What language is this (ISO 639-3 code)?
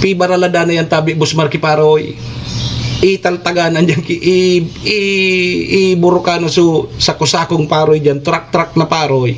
bik